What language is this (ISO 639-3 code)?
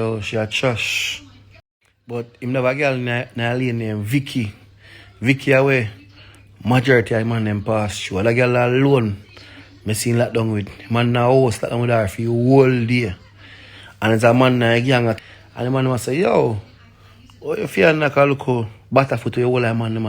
jam